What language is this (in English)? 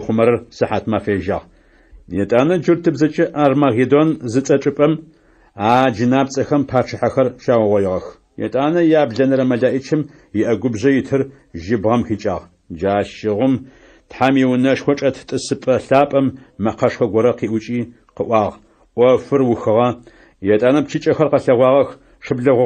Adyghe